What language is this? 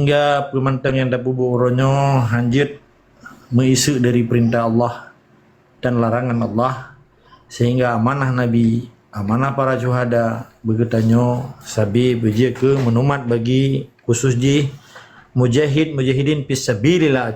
Achinese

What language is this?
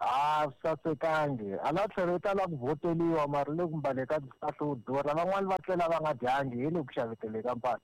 Tsonga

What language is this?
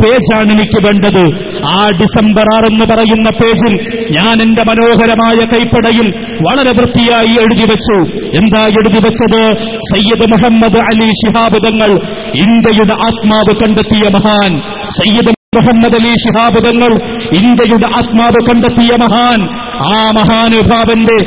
Malayalam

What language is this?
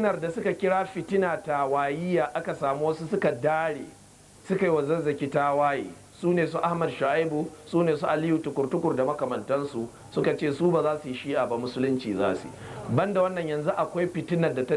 Hausa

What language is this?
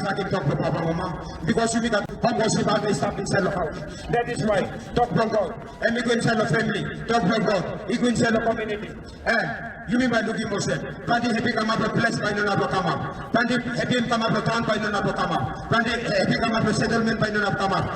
Tok Pisin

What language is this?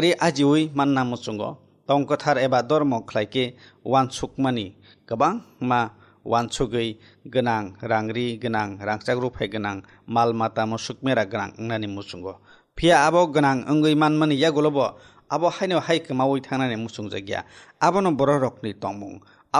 Kok Borok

